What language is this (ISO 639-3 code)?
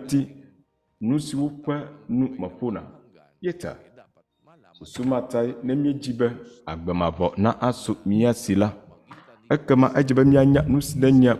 ewe